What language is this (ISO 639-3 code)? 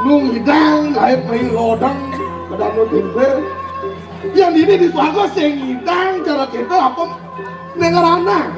ban